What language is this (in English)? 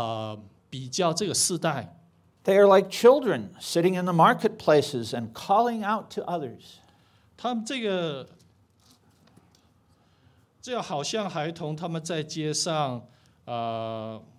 Chinese